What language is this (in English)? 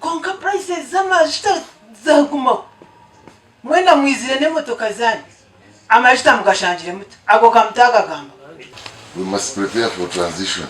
Nyankole